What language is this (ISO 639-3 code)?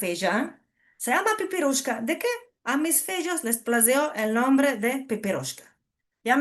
lad